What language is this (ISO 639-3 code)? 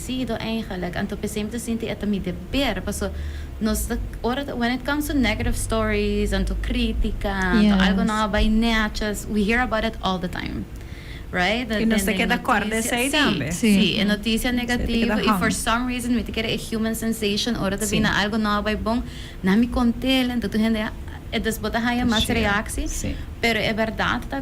pap